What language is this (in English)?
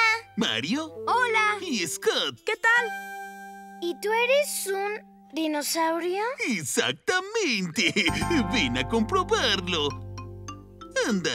Spanish